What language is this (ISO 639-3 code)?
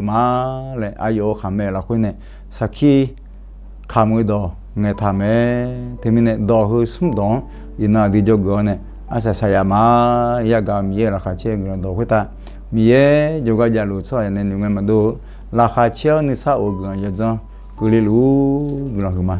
ahk